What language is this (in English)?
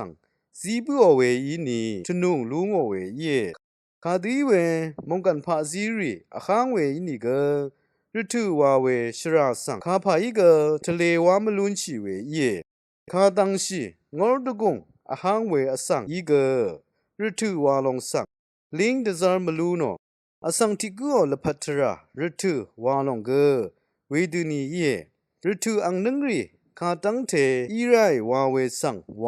Rawang